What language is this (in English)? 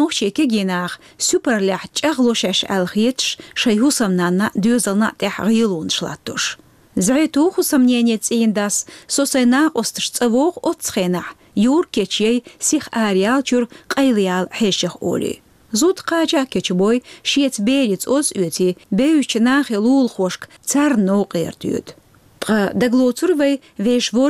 Chechen